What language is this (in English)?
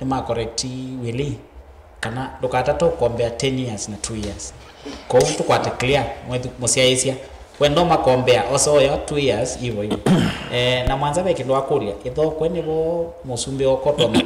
Kamba